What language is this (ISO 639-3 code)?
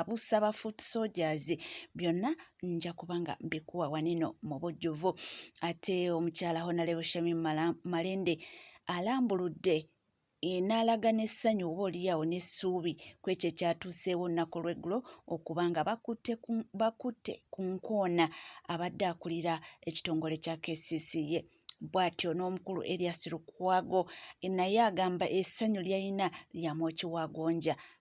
lug